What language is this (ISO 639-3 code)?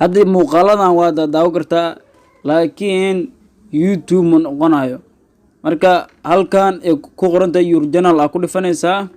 som